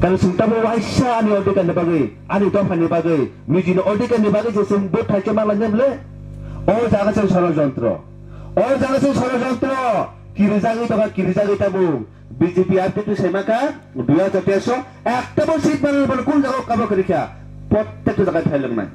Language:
Kok Borok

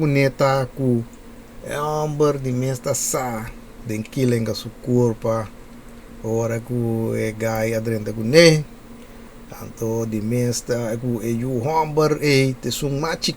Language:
Papiamento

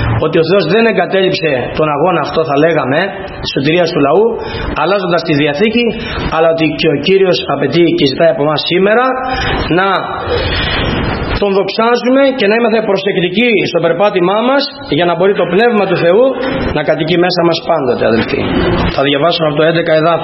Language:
Greek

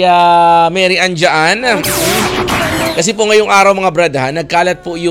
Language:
Filipino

